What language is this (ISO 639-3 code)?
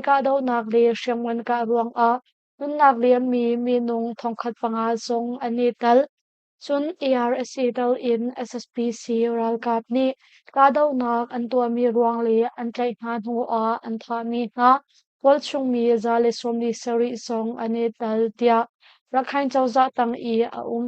cnh